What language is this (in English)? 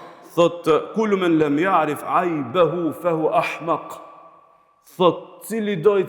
Albanian